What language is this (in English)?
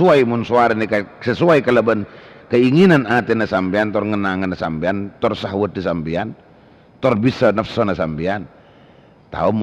Madurese